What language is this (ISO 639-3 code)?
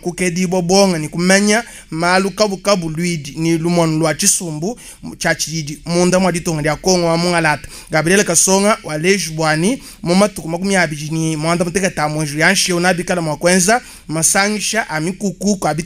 lua